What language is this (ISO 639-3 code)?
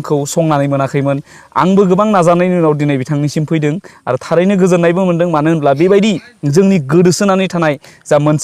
brx